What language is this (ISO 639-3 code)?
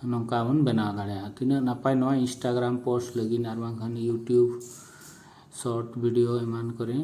sat